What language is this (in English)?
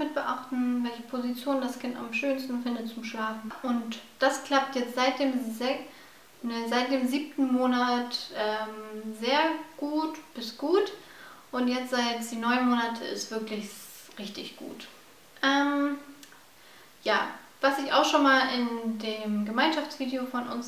German